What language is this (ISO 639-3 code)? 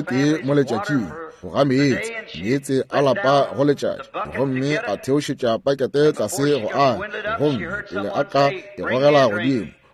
nso